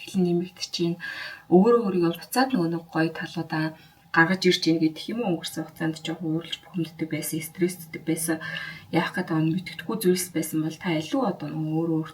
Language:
Mongolian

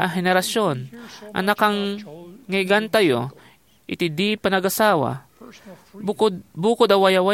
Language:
Iloko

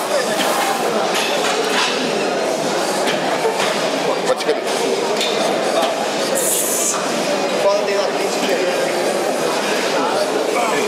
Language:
Portuguese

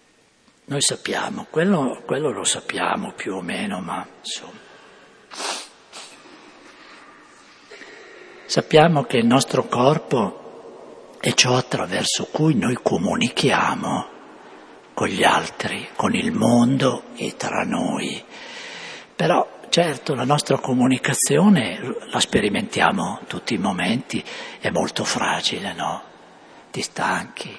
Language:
Italian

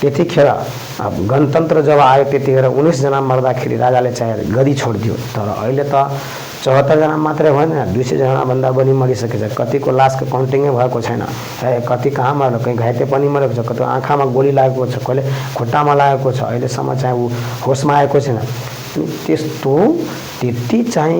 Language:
Nepali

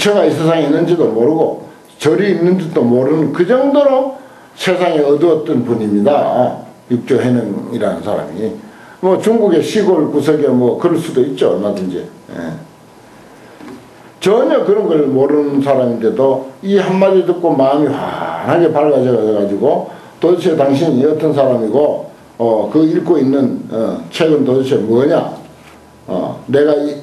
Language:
Korean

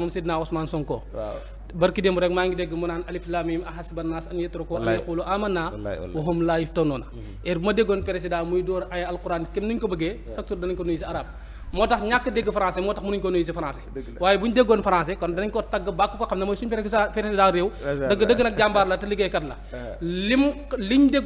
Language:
Wolof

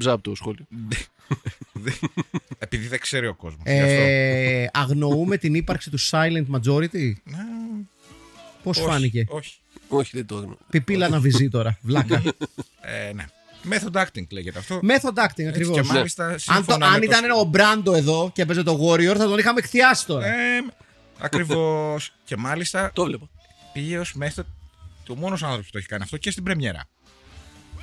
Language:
Greek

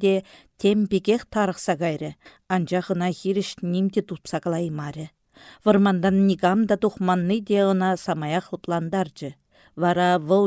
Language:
Chuvash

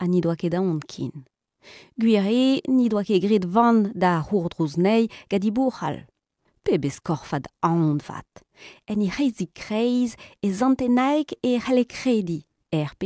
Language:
Breton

